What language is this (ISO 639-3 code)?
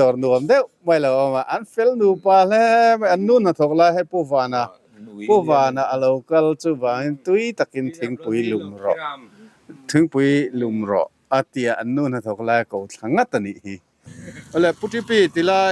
lus